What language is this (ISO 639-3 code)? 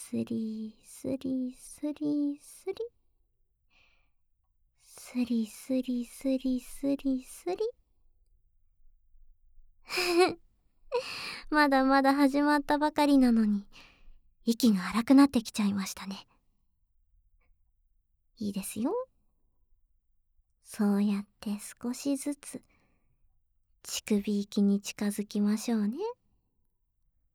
jpn